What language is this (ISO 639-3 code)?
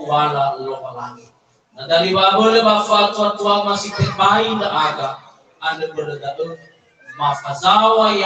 nia